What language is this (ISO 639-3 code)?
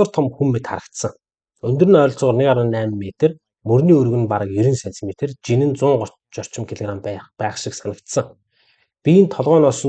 mon